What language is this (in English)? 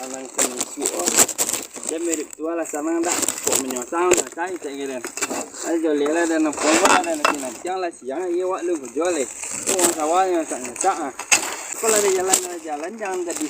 Minangkabau